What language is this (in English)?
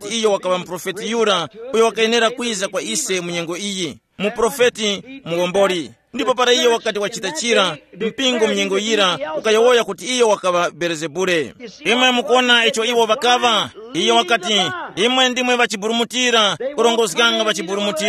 Tumbuka